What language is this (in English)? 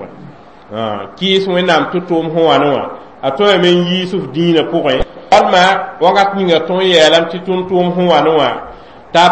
Mossi